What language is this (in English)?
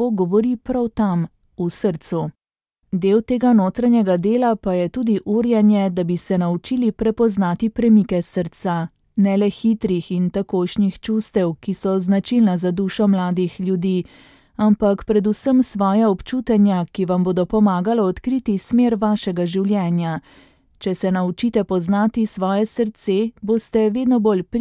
Slovenian